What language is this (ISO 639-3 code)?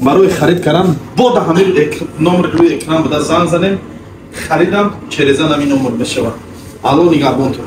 tgk